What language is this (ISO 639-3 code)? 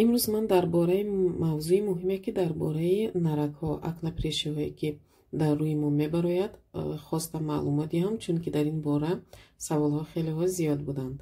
tgk